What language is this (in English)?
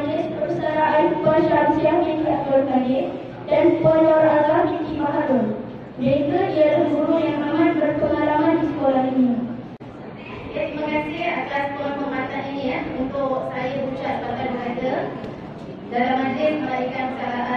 Malay